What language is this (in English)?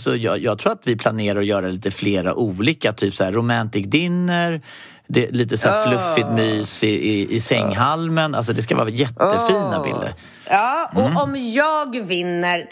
Swedish